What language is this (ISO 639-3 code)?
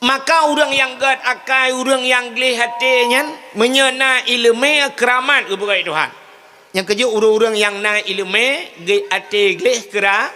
ace